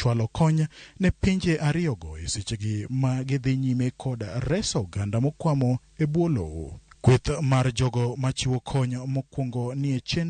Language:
Luo (Kenya and Tanzania)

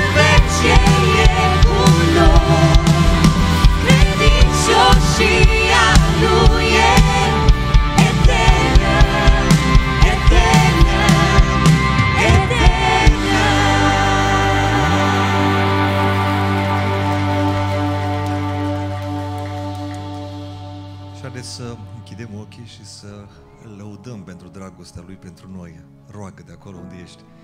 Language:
Romanian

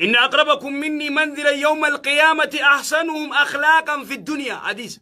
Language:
Oromo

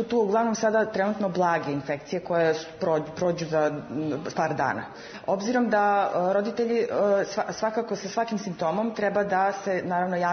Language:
Serbian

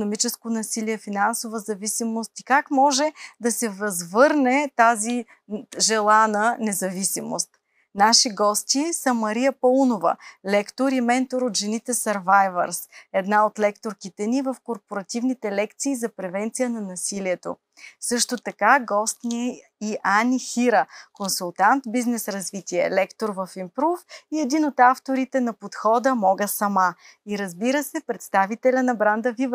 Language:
Bulgarian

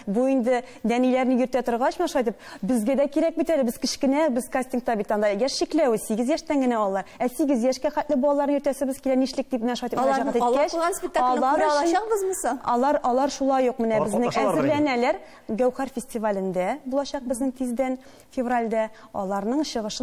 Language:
Tatar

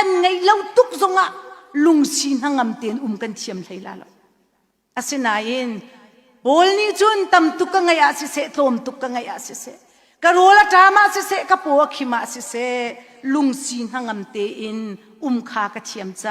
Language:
Hakha Chin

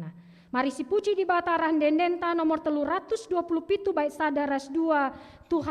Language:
Batak Karo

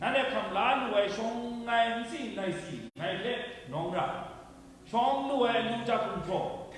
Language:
Kachin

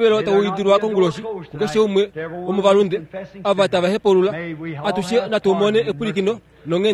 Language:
Kuanyama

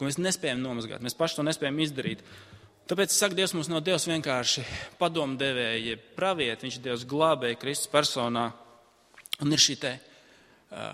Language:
Latvian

